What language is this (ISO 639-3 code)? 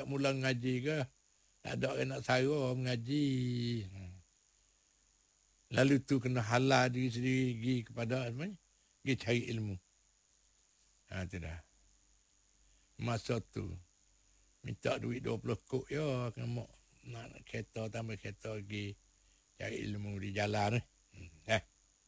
msa